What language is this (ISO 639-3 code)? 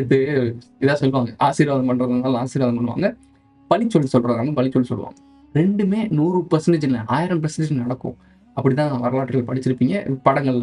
tam